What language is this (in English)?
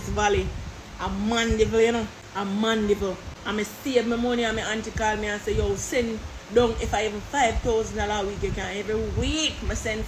Jamaican Creole English